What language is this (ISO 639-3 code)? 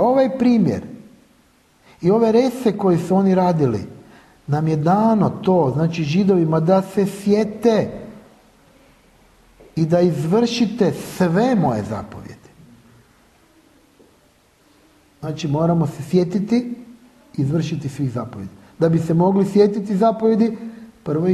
hrv